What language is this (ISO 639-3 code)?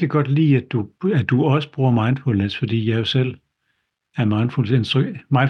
dan